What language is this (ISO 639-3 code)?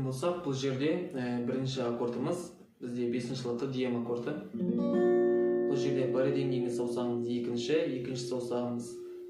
kaz